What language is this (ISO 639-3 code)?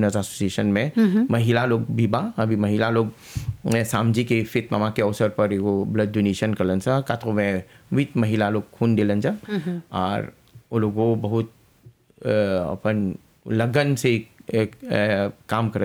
bho